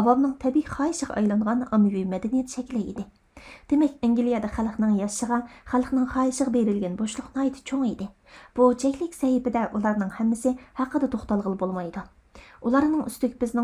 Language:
Uyghur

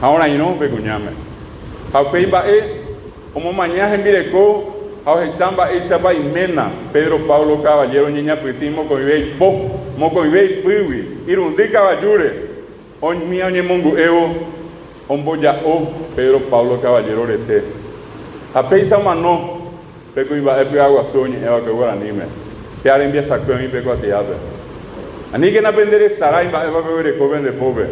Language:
Guarani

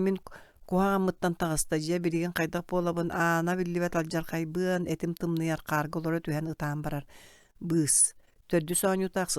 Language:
Yakut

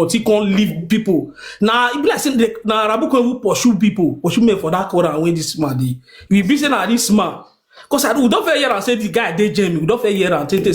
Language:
Nigerian Pidgin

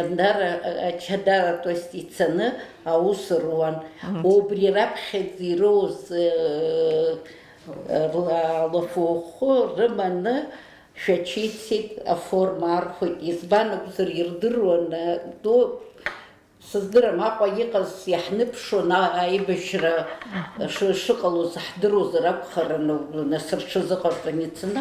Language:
Abkhazian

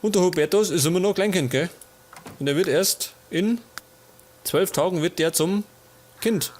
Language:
Bavarian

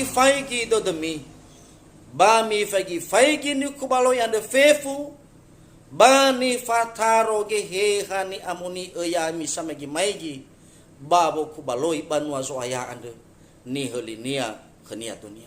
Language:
Nias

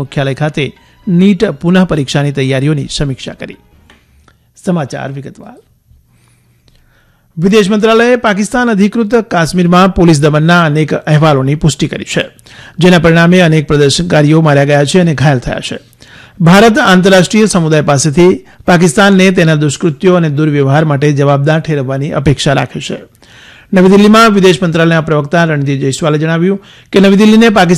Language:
Gujarati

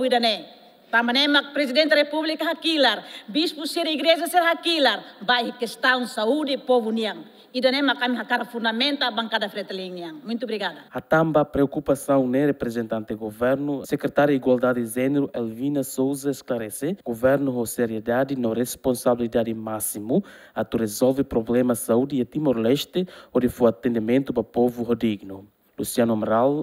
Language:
Tetum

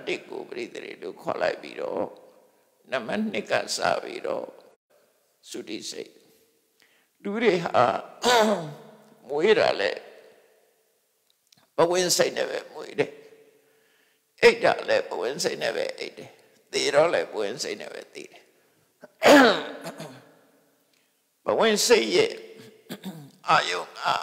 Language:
Burmese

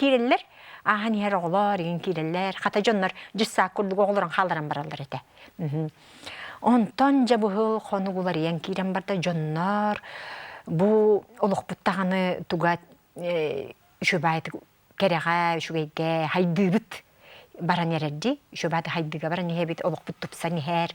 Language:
Yakut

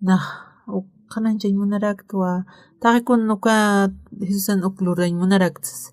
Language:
Aymara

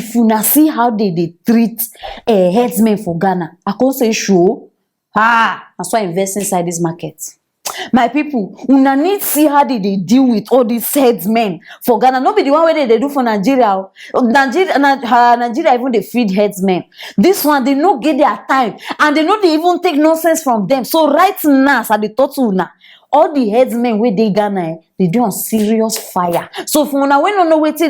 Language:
Nigerian Pidgin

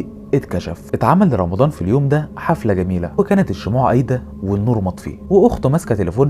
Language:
Egyptian Arabic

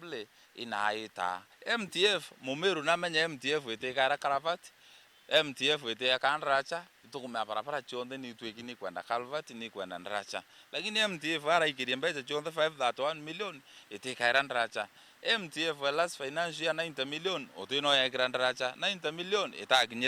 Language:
Meru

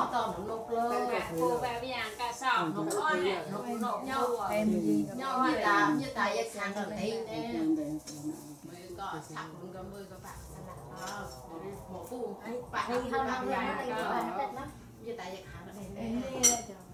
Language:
Vietnamese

